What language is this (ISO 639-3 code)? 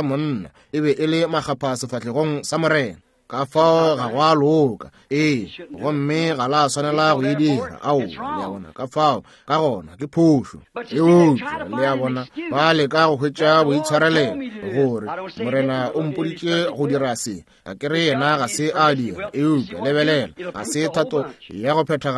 nso